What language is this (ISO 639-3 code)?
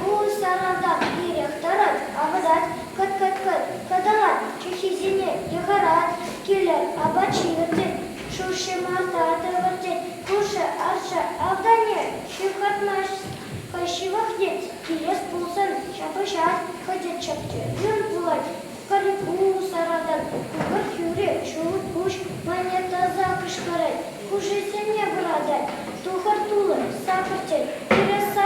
chv